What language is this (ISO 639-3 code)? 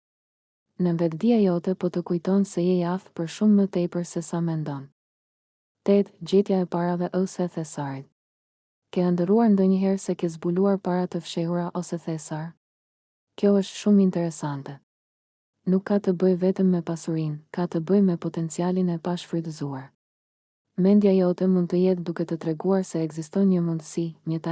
sqi